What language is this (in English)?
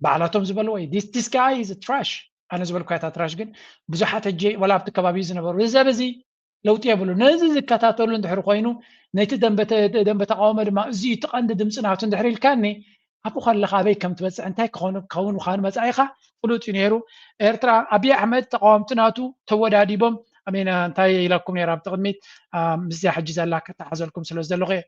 Tigrinya